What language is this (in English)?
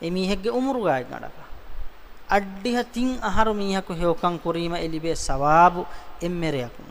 Divehi